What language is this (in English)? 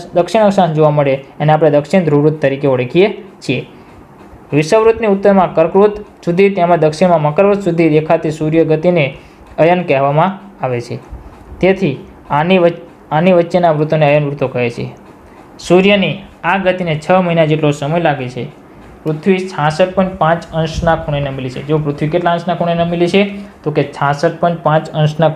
Gujarati